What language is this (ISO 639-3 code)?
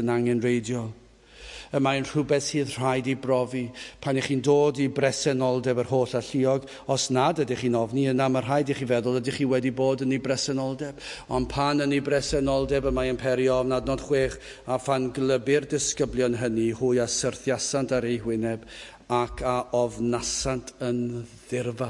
cym